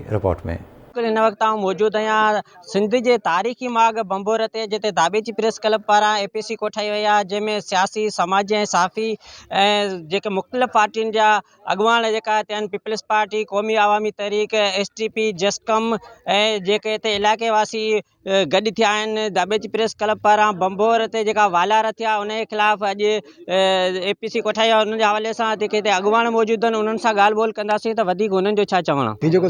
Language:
Sindhi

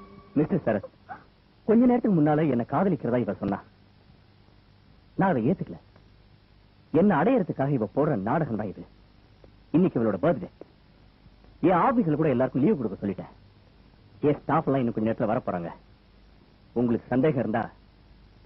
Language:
Tamil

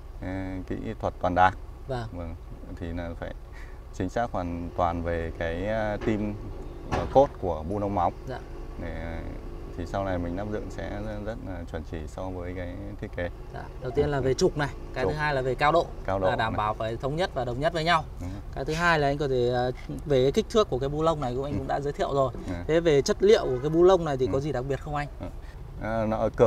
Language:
Vietnamese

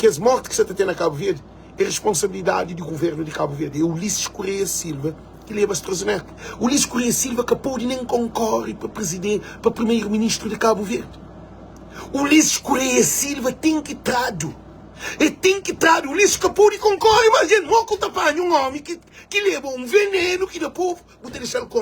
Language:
Kabuverdianu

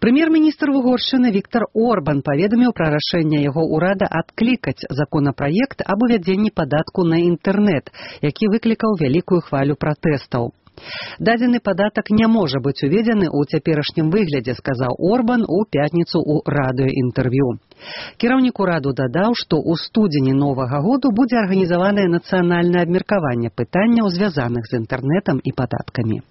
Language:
Belarusian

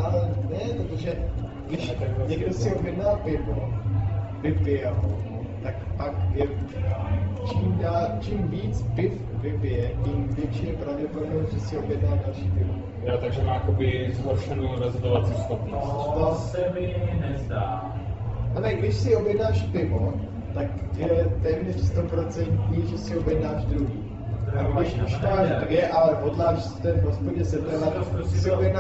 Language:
Czech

